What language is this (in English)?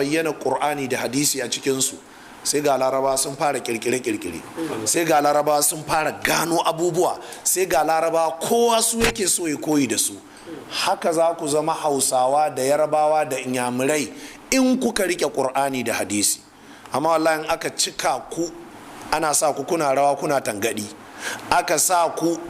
Hausa